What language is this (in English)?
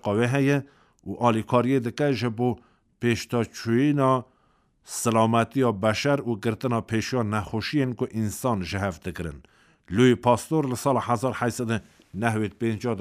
Kurdish